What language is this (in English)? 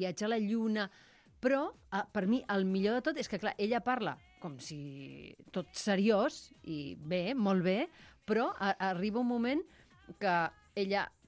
Catalan